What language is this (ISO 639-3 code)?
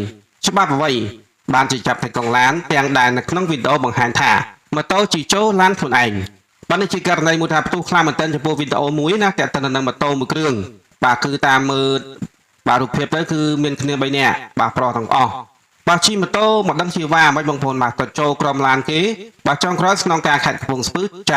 khm